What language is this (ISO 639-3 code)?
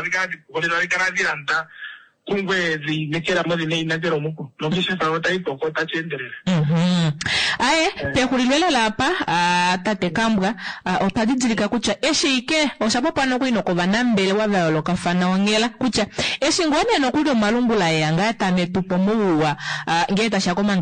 kua